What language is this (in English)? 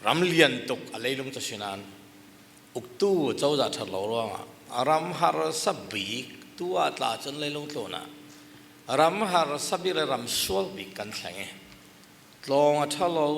Falam Chin